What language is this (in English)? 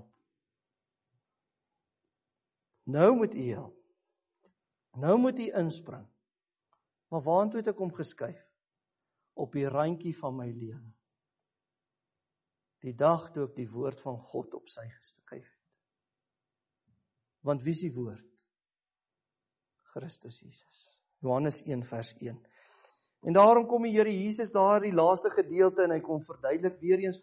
Afrikaans